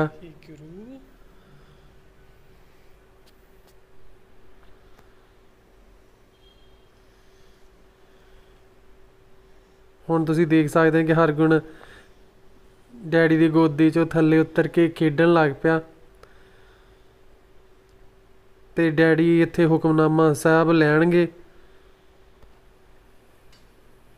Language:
Punjabi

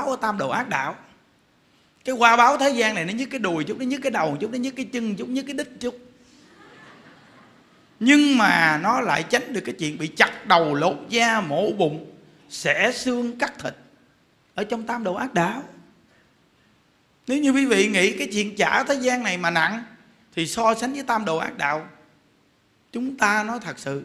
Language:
Vietnamese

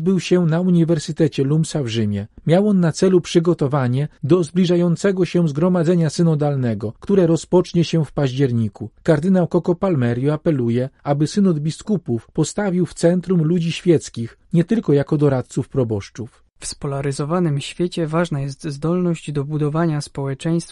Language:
Polish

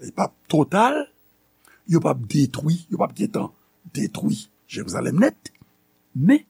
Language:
Haitian Creole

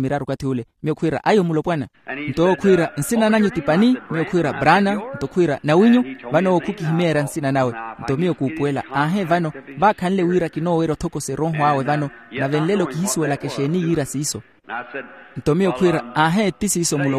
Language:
Makhuwa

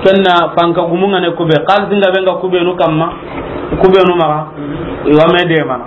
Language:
Soninke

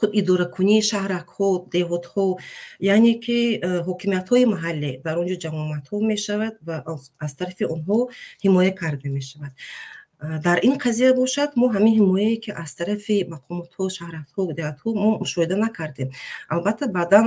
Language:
Tajik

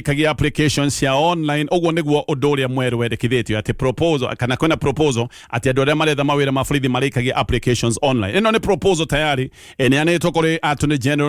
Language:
Kikuyu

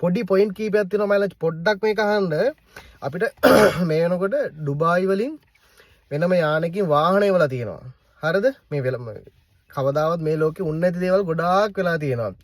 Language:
Sinhala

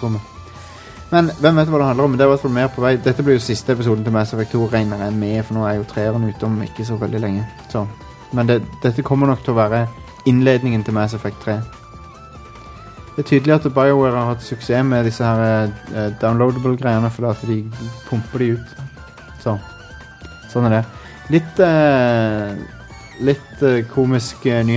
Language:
Norwegian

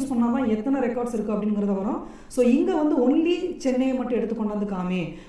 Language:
Tamil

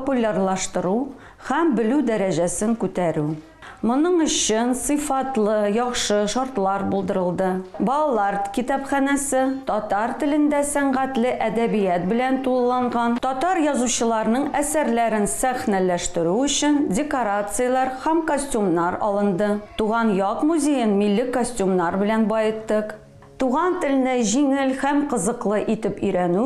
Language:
Tatar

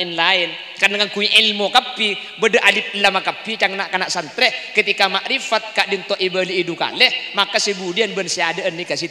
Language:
Madurese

